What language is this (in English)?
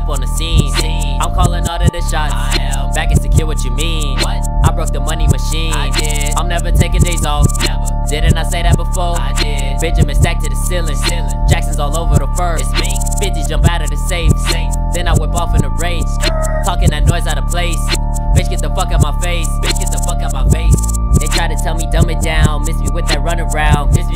English